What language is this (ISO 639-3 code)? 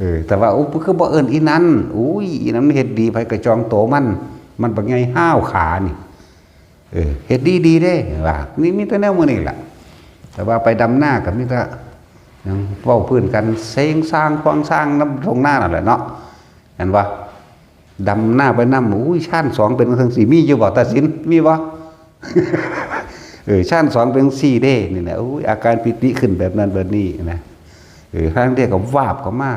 tts